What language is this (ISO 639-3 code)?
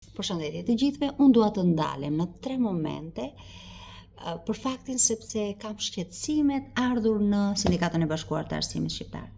sqi